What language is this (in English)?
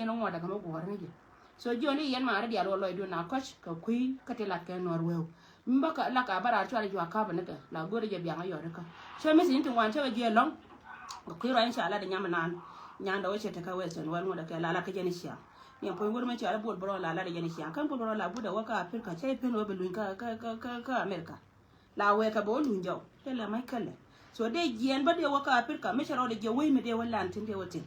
Nuer